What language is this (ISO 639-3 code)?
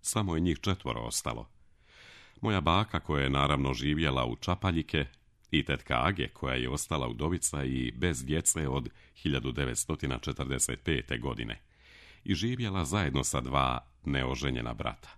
srp